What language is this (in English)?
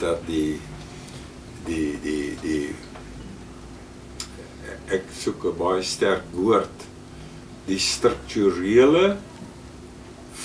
Afrikaans